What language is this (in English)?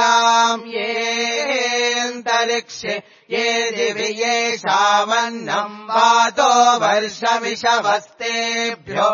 Sanskrit